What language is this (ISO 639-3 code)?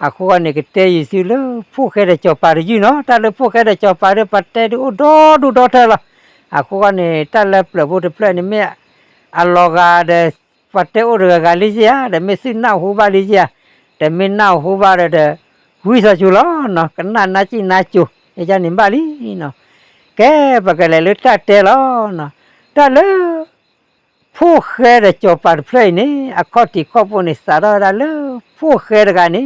ksw